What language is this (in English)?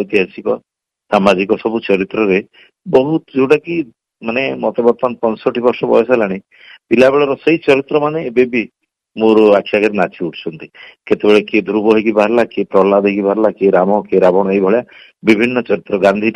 Odia